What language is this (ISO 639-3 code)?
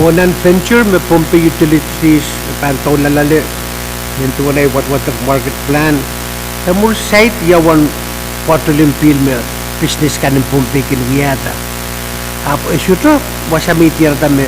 pon